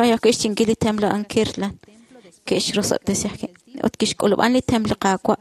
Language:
Kekchí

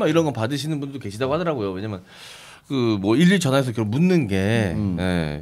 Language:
Korean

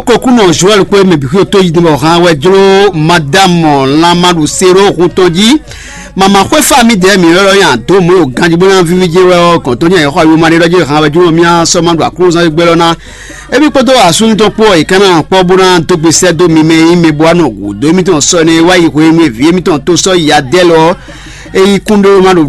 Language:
Fon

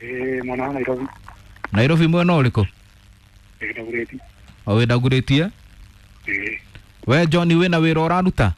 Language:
Kikuyu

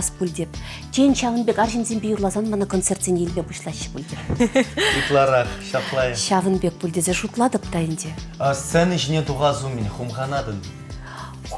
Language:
Chuvash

